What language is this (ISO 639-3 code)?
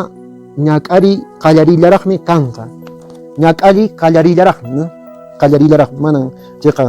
que